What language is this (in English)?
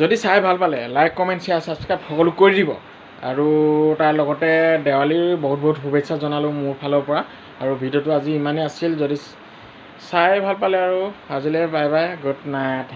Assamese